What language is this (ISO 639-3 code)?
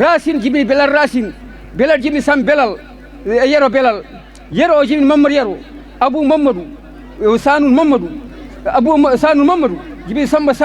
ful